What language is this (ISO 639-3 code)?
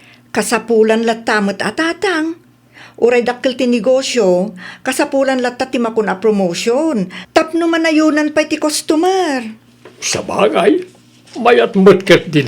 ilo